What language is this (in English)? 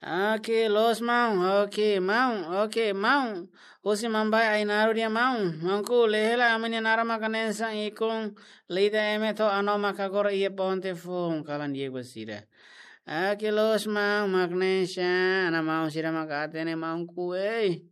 Tetum